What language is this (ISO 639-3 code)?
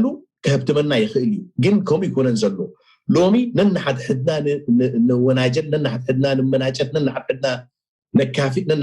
tir